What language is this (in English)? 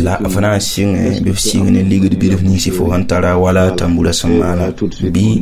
Mossi